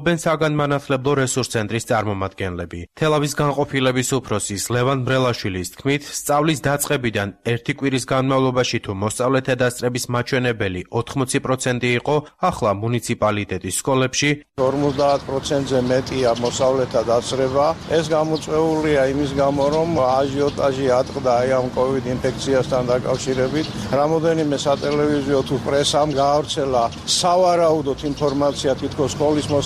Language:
Georgian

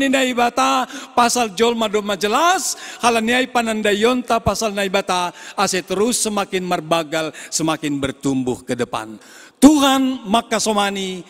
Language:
Batak Simalungun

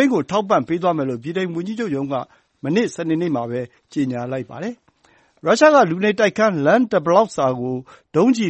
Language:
Burmese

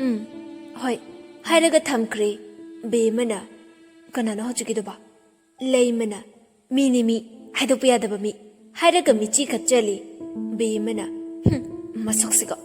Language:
Manipuri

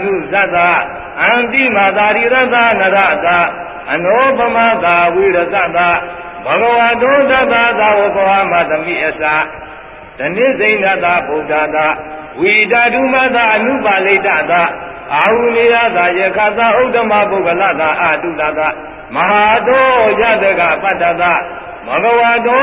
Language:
Burmese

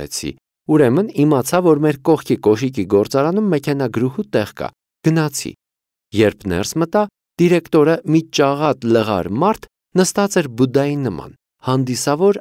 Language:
Armenian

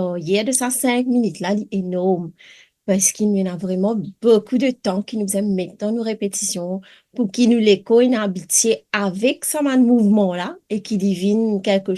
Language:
Morisyen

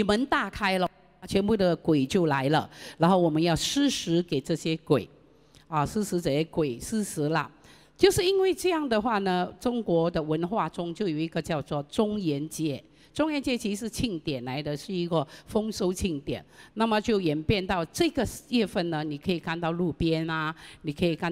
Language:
Chinese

